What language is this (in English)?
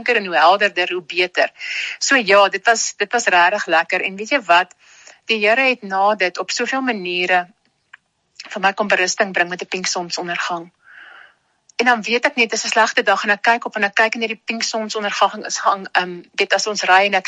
Afrikaans